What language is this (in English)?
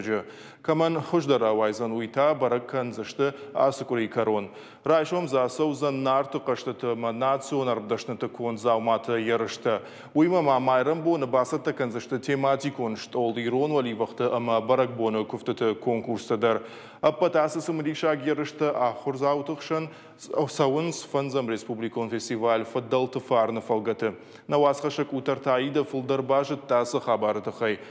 Ossetic